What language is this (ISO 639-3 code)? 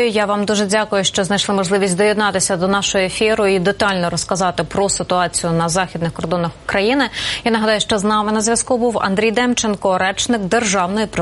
ukr